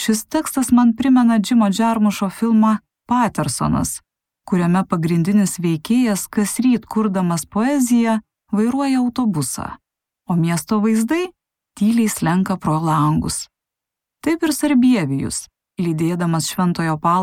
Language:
Lithuanian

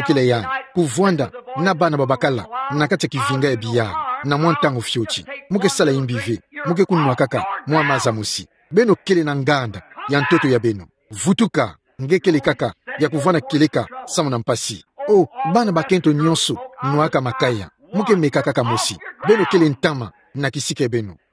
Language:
Kituba (Democratic Republic of Congo)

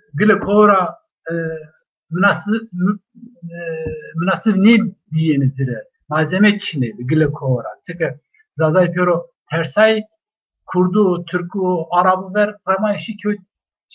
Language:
Zaza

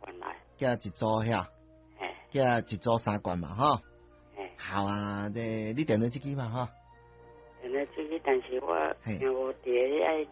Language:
Min Nan Chinese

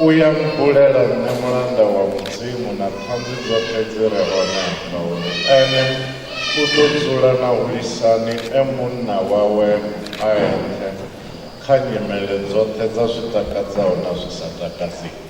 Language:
Venda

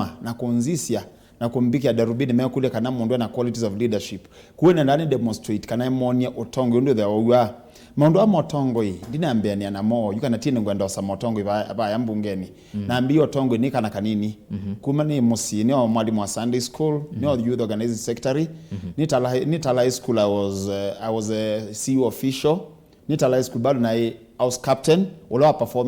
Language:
Kamba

